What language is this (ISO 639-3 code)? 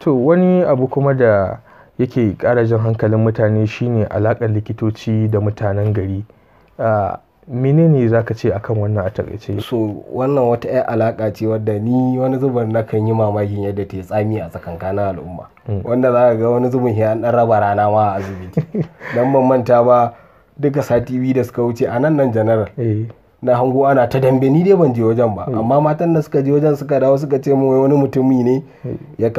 hau